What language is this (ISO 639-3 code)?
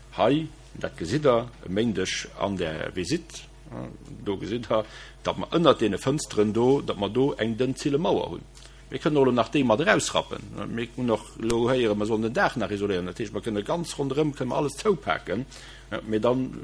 ltz